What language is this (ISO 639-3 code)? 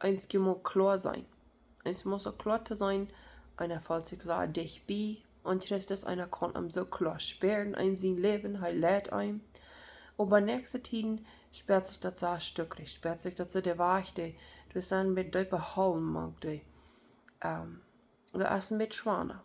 pdt